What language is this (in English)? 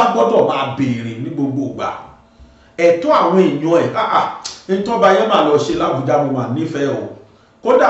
Yoruba